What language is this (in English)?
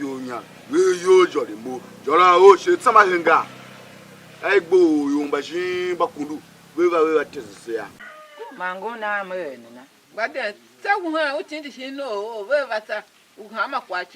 Tiv